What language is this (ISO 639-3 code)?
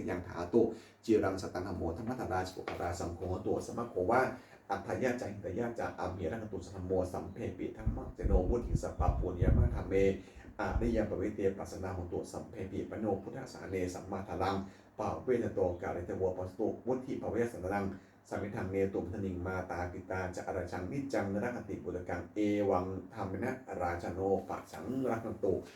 pli